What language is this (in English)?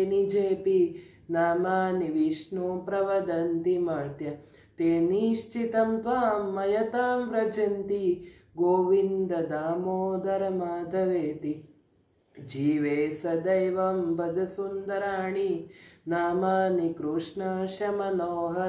Sanskrit